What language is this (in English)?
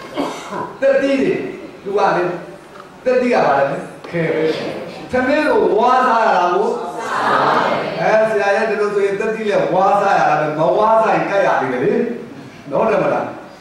Burmese